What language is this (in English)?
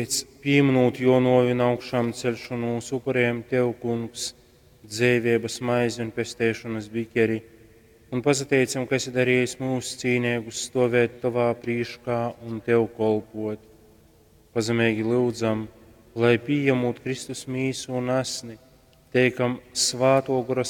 Latgalian